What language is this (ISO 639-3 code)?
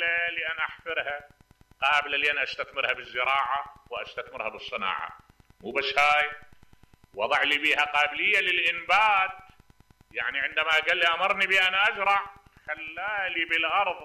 acm